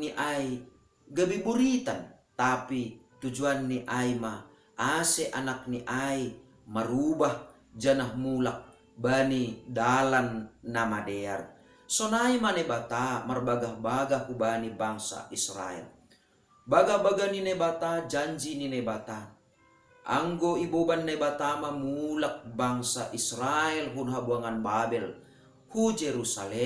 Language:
Batak Simalungun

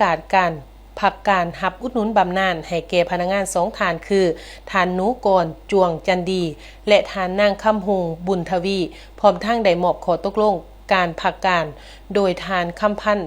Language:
Lao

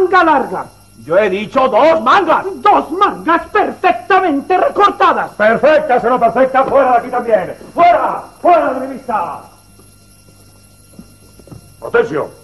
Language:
Spanish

